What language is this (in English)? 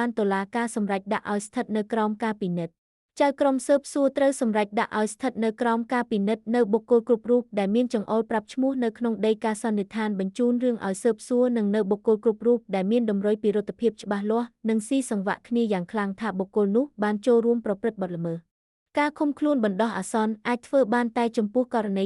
Khmer